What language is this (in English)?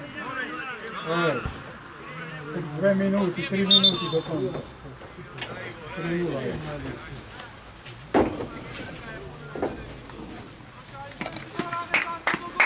Slovak